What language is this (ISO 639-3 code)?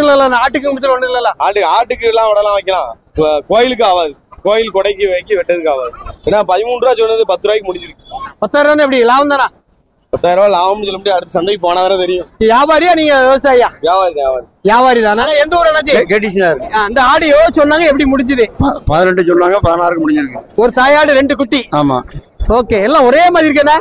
tam